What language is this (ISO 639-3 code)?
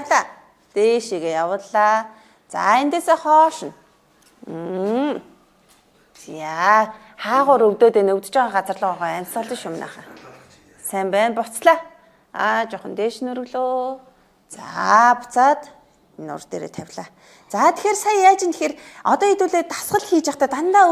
mon